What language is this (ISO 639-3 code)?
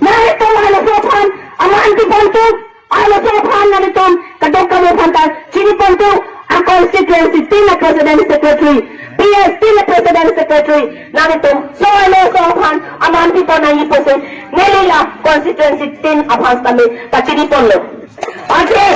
mjw